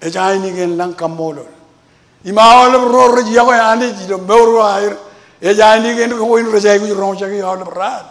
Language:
Marshallese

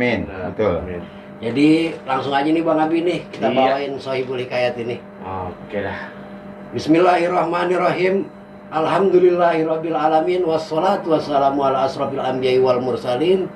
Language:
Betawi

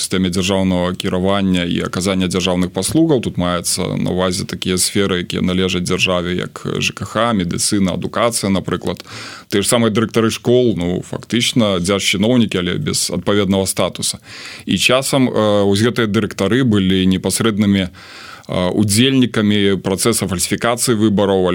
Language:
Belarusian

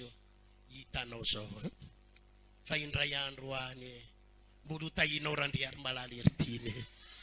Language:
Malagasy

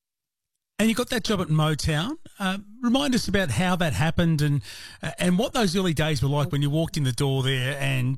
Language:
English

